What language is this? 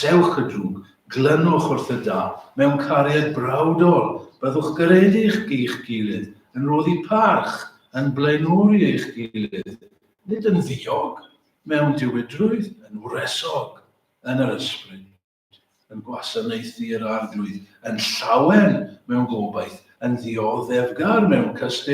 Welsh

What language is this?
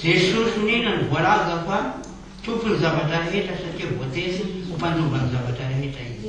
Malagasy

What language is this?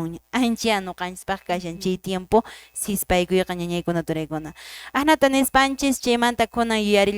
Quechua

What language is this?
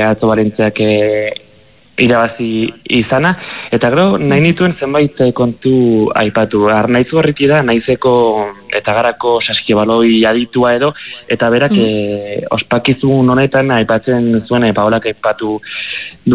Basque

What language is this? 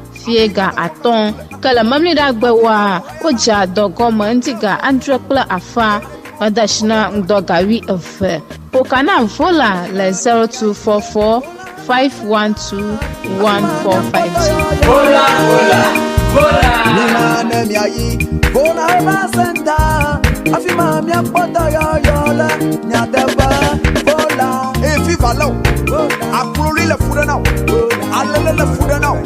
Ewe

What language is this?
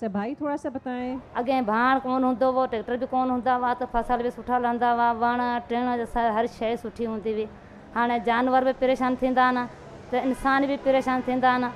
Sindhi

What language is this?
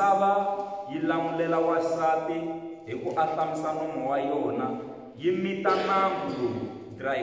Tsonga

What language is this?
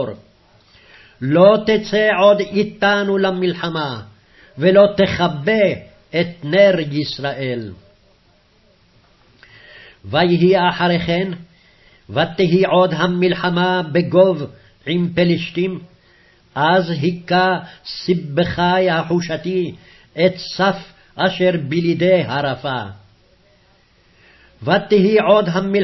Hebrew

